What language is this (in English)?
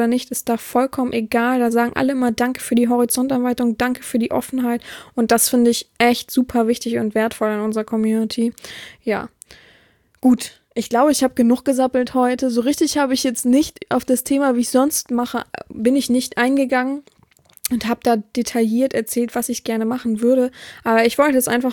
German